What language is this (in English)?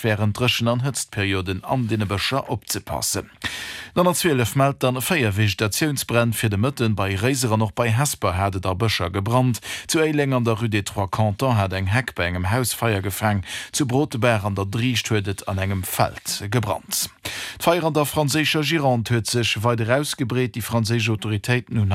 Luxembourgish